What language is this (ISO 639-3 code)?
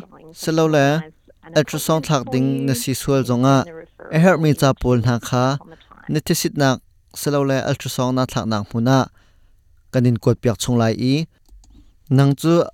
cnh